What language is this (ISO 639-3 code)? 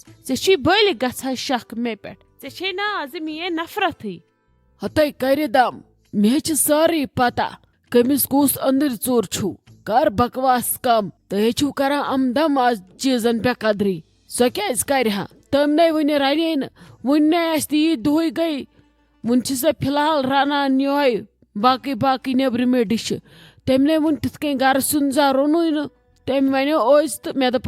kas